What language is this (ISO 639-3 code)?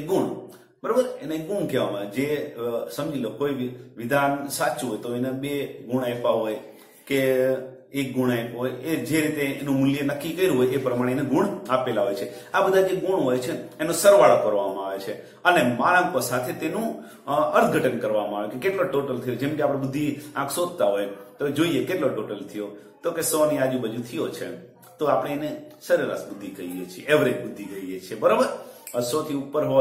guj